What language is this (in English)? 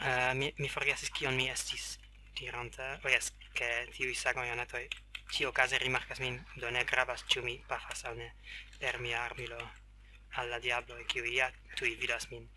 Esperanto